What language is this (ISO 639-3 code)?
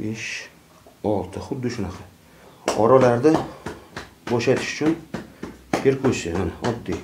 uzb